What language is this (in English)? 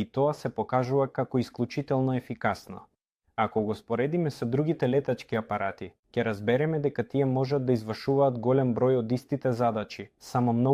Macedonian